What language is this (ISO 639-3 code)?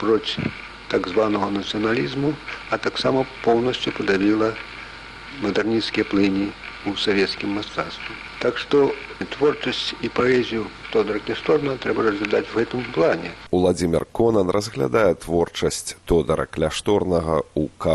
bel